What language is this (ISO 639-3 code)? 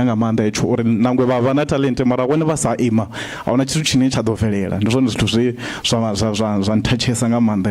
ven